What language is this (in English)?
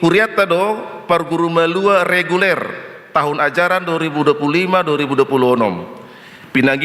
Batak Toba